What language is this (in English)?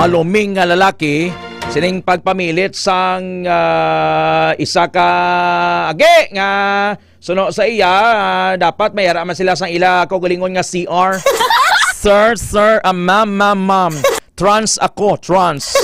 Hiligaynon